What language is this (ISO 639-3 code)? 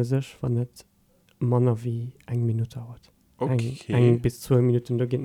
ltz